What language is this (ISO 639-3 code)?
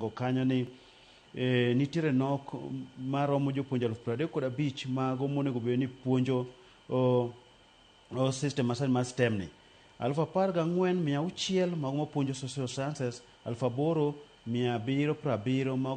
luo